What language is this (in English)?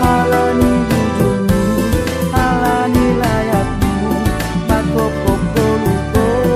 Batak Simalungun